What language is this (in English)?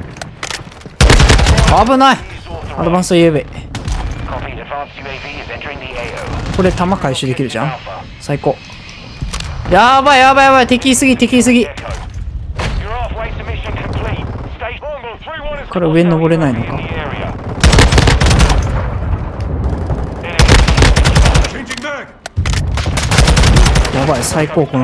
Japanese